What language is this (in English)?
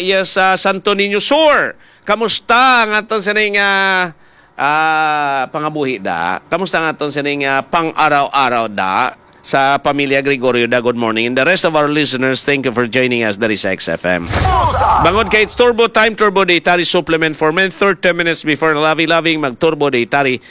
Hiligaynon